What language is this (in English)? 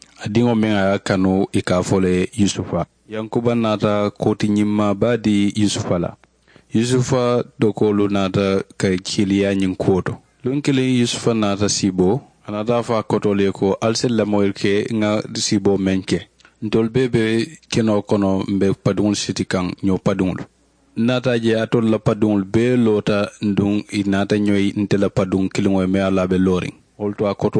Mandingo